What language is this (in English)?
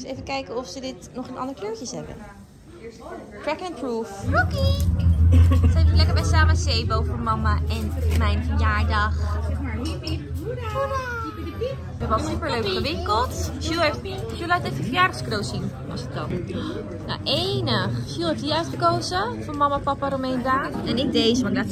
Dutch